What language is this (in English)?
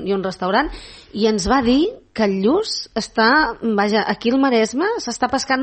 Catalan